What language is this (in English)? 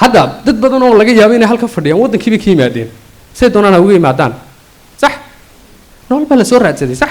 Somali